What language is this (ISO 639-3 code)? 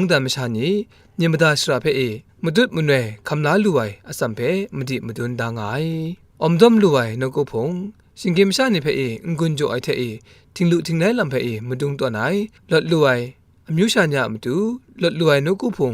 kac